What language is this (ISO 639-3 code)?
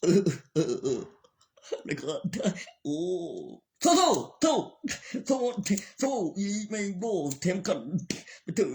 tts